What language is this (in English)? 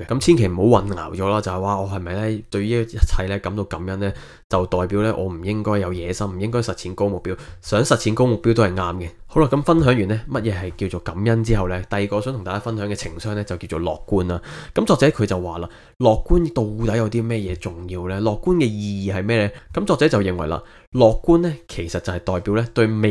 Cantonese